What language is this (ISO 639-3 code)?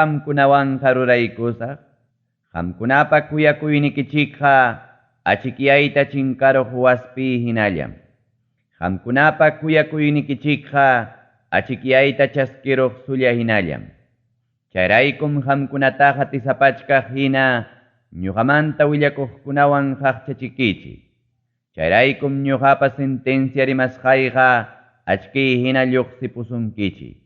quy